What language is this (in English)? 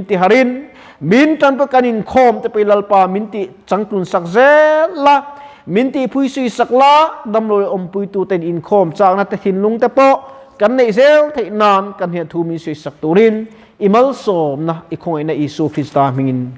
Mizo